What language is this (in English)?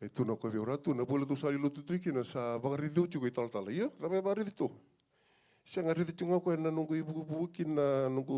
Fijian